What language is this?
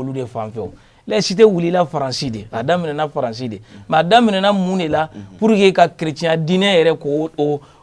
Bambara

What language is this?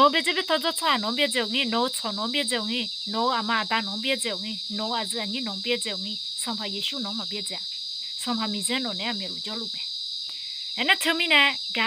Akha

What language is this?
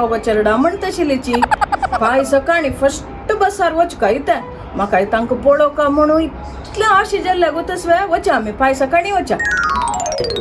Konkani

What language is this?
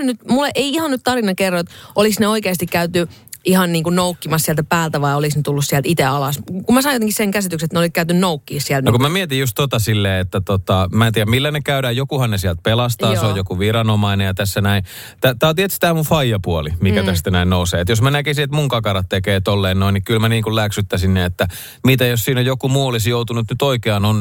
Finnish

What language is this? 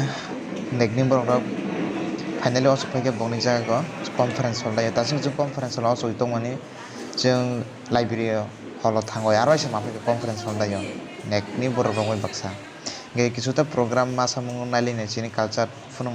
Kok Borok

